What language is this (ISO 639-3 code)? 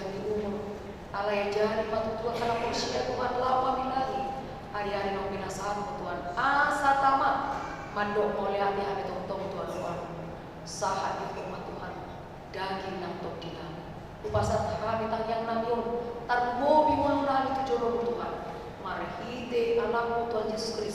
bbc